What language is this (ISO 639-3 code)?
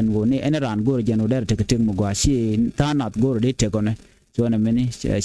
nus